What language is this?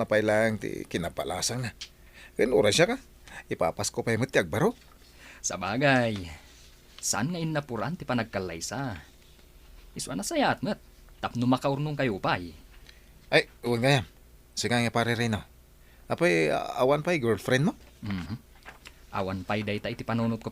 Iloko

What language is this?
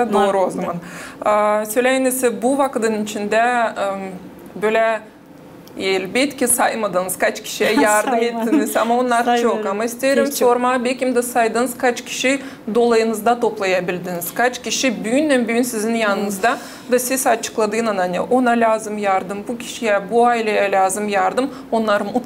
Gagauz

